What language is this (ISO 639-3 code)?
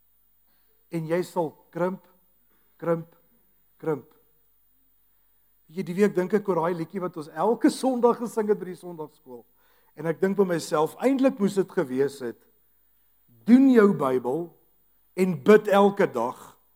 afr